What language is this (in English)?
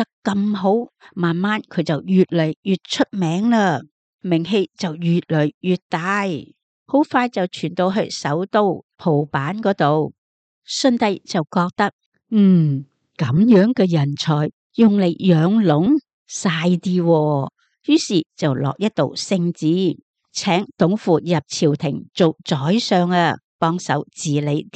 Cantonese